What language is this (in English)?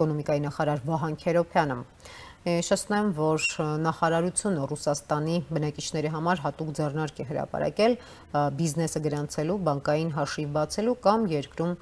Armenian